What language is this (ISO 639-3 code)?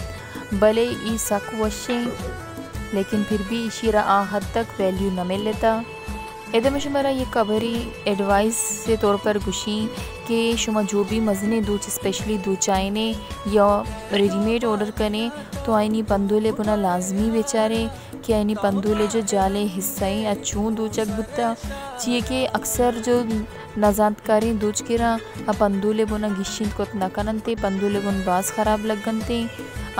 bal